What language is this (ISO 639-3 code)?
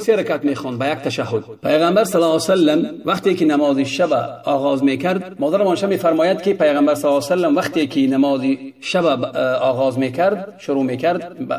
tgk